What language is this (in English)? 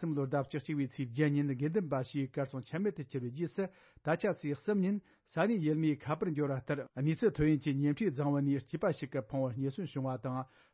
Tibetan